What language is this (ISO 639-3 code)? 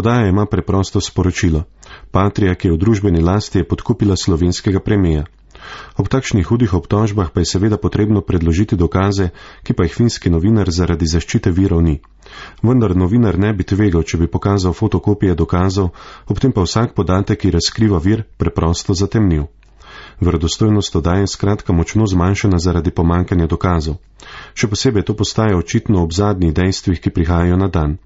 slv